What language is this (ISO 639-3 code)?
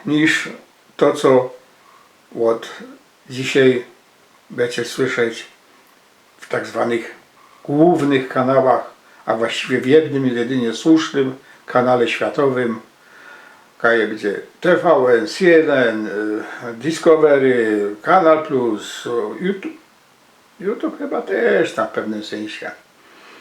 szl